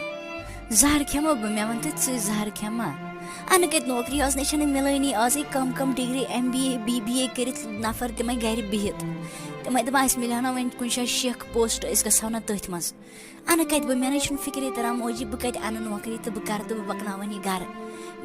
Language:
Kashmiri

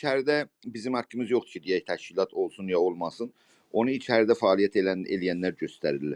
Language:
South Azerbaijani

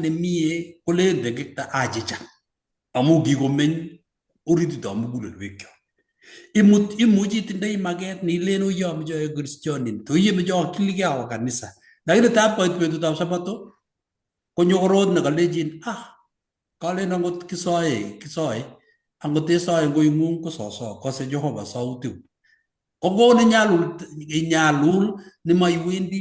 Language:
Kalenjin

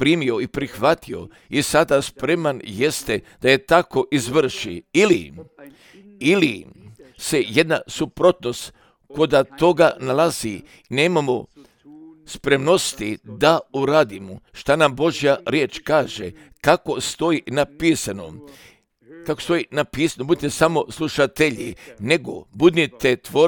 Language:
Croatian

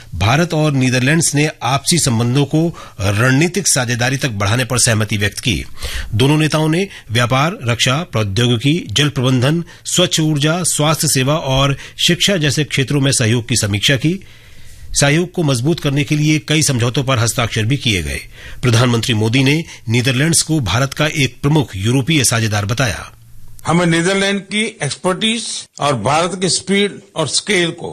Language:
Hindi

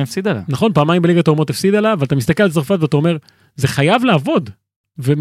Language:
Hebrew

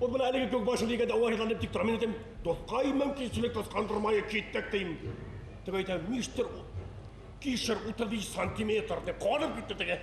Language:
Bashkir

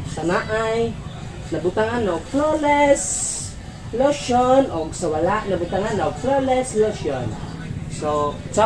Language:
Cebuano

